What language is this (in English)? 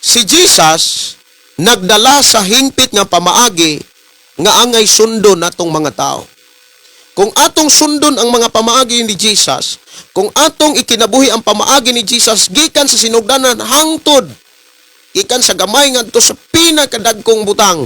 Cebuano